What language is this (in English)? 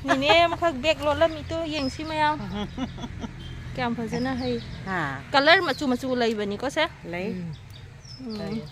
Manipuri